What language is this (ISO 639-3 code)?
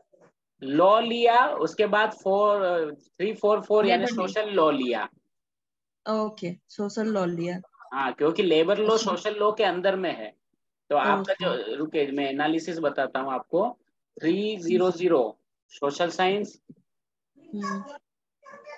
hin